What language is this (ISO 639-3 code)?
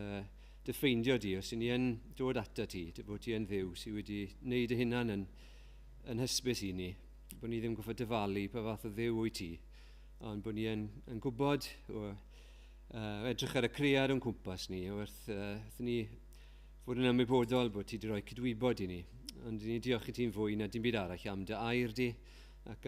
cym